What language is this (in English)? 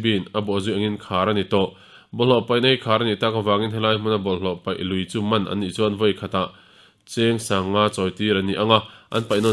Mizo